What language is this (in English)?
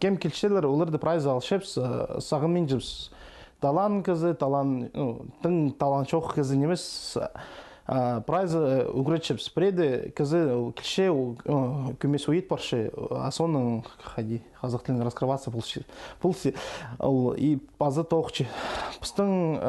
Khakas